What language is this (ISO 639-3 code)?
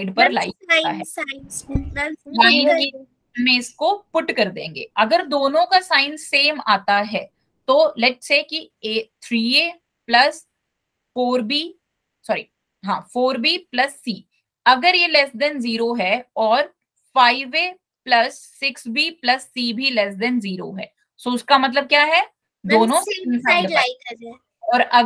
hin